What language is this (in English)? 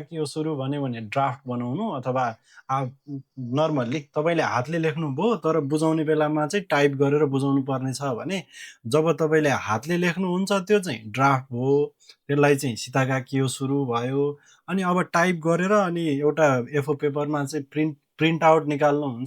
Nepali